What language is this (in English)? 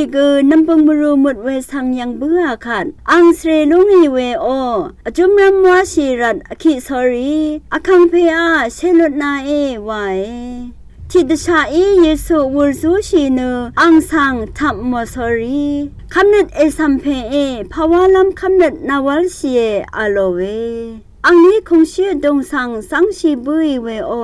Rawang